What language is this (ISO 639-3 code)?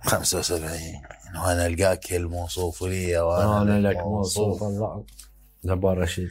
acm